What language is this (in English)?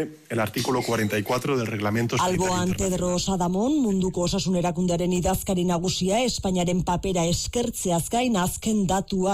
Basque